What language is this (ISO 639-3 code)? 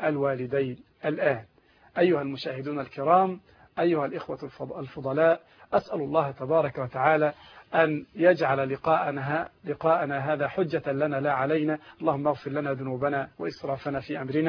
ara